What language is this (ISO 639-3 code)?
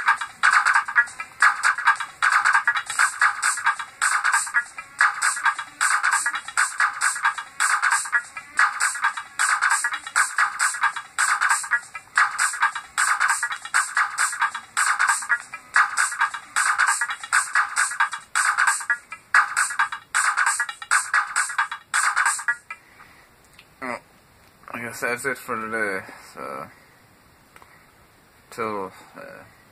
eng